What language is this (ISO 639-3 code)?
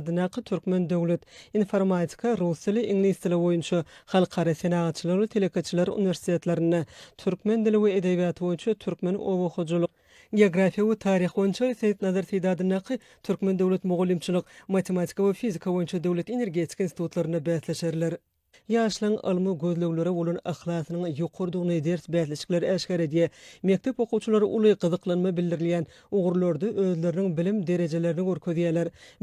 tuk